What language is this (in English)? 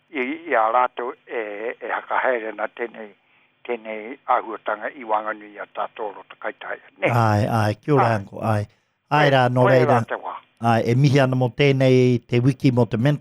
Māori